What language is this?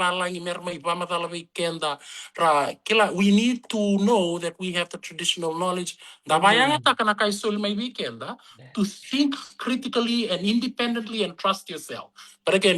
Fijian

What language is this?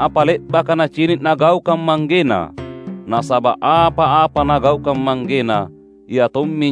Makasar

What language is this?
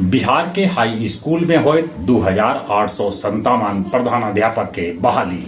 Magahi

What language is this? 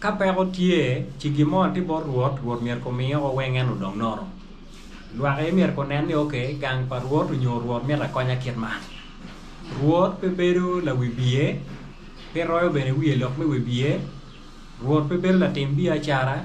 Acoli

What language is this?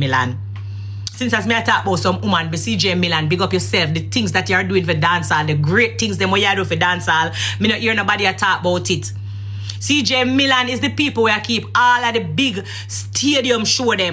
Jamaican Creole English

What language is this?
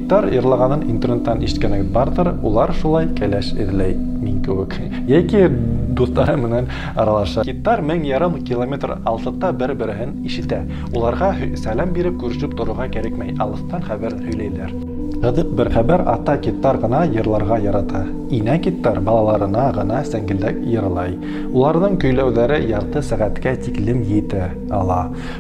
Bashkir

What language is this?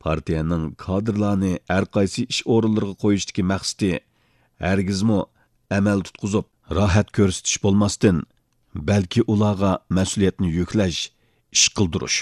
Uyghur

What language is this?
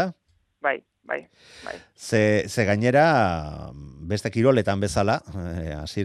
Basque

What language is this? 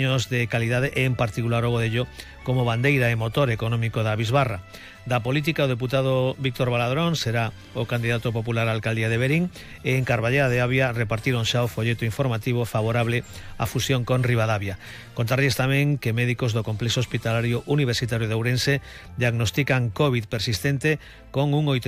Galician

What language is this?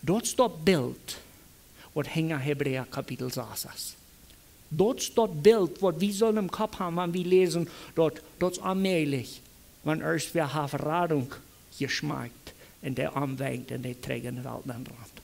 Plautdietsch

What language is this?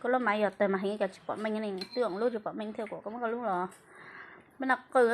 Hmong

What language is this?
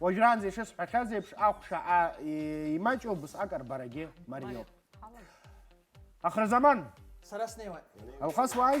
Abkhazian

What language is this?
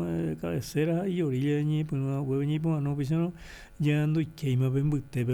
Guarani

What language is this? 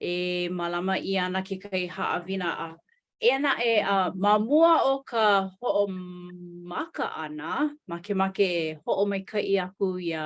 Hawaiian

